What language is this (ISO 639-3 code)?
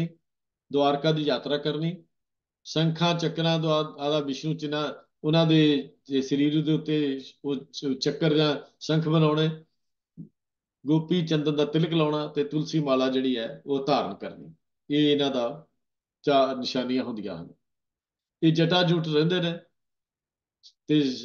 pan